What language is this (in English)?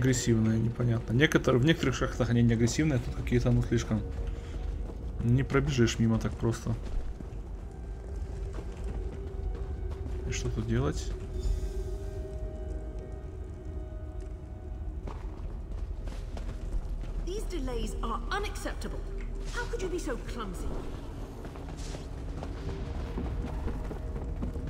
Russian